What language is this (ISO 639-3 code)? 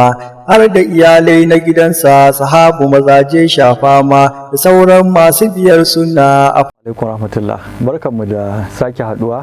hau